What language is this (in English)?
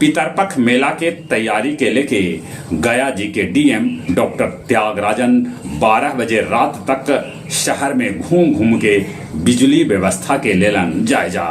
Magahi